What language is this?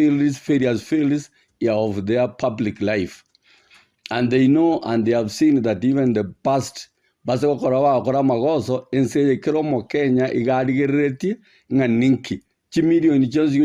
Gusii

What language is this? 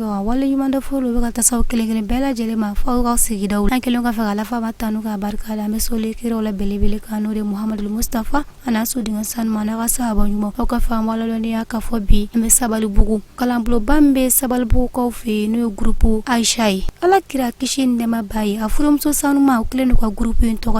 Bambara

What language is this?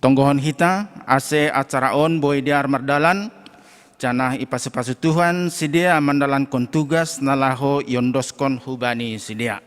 Batak Simalungun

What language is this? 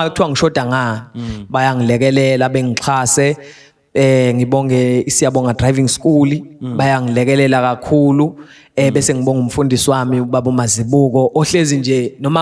Zulu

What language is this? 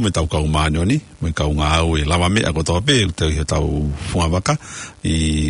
Tongan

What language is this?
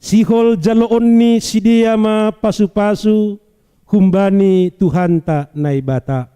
Batak Simalungun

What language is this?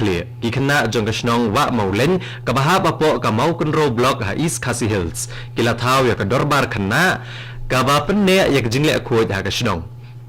Khasi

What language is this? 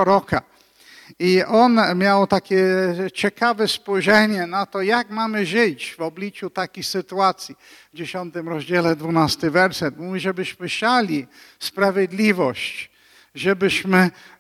Polish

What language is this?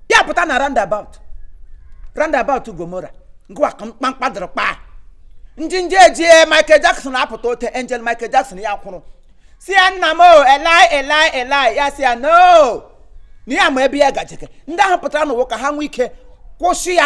Igbo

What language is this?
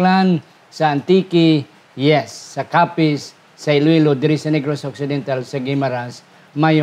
Hiligaynon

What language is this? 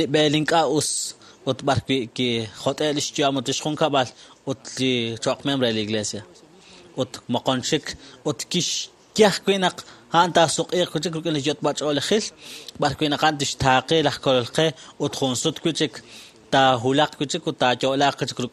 Kekchí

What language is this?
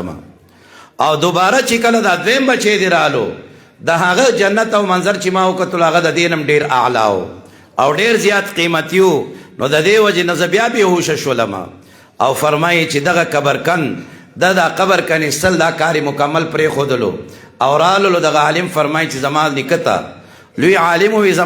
Pashto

